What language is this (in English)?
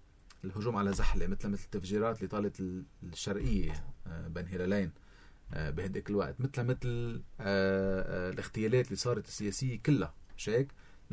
North Levantine Arabic